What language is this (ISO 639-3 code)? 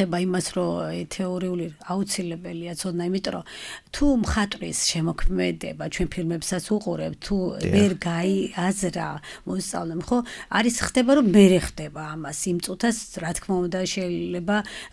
kat